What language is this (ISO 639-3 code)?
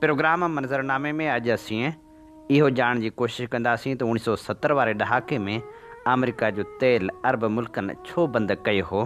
snd